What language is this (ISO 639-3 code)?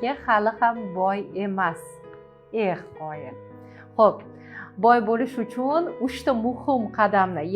uzb